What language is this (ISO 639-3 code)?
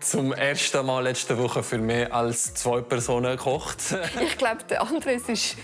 gsw